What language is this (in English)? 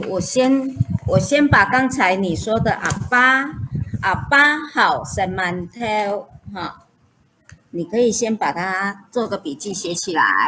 Hakka Chinese